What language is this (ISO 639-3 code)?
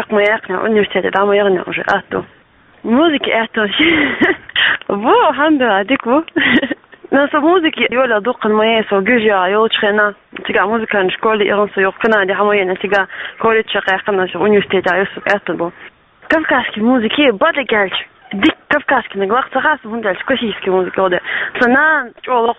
che